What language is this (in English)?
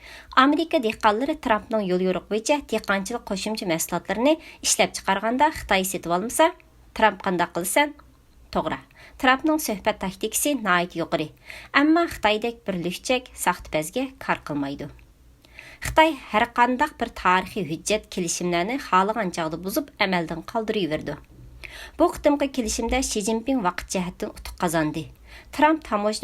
Uyghur